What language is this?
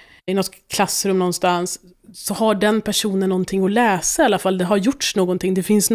Swedish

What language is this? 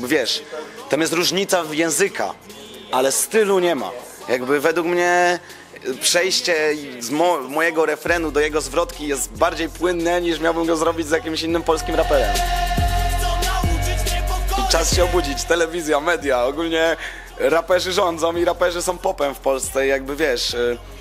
Polish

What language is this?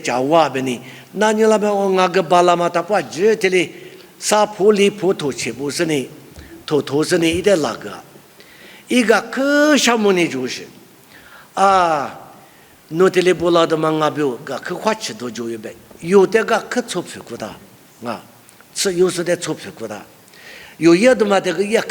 Lisu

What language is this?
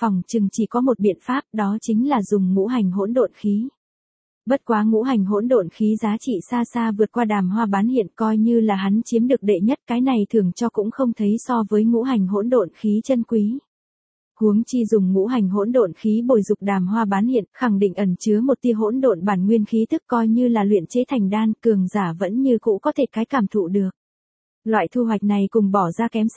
Vietnamese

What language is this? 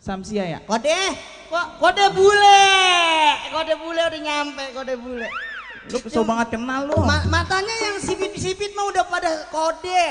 Betawi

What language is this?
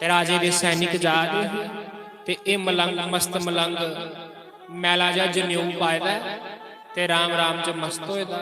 Dogri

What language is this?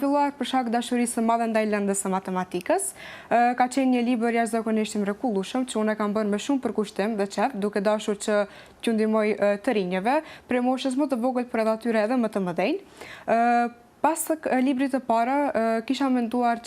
Albanian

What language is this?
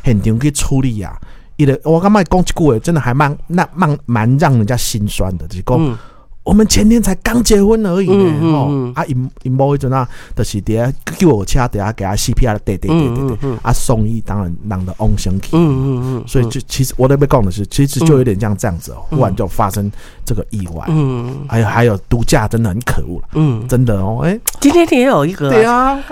Min Nan Chinese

